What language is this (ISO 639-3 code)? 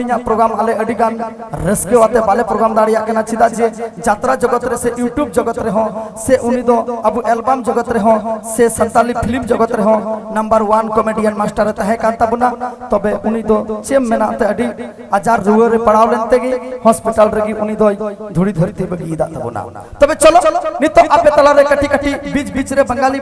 sat